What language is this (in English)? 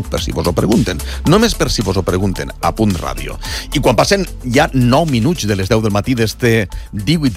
Catalan